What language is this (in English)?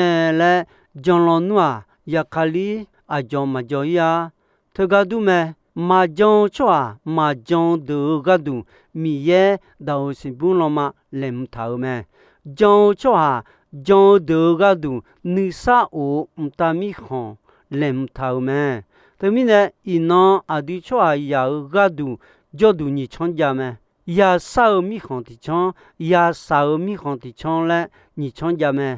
Akha